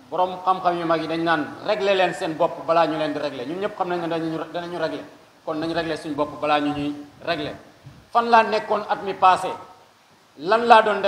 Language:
Wolof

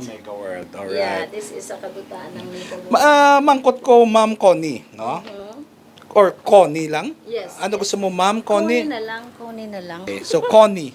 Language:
Hiligaynon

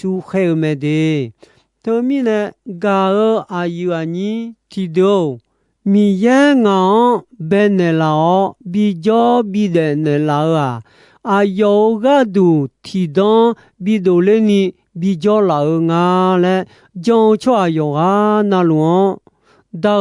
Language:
Akha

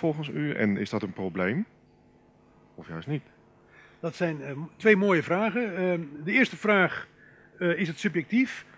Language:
Dutch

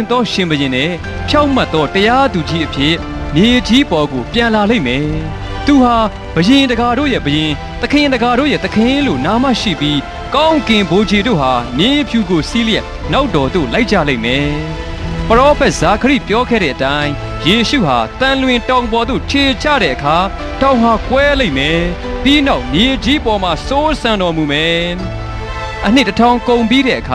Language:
Burmese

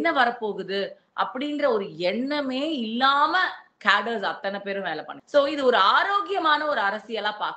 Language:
Tamil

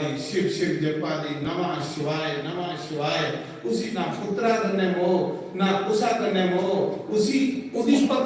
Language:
Dogri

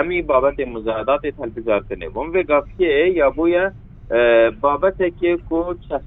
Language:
Kurdish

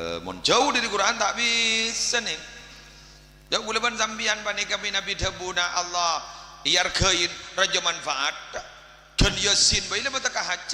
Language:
Madurese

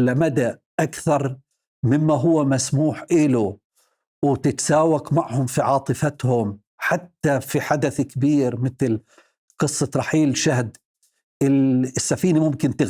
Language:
North Levantine Arabic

